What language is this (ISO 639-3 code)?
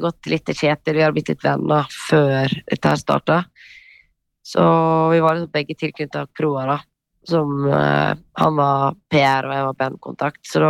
nor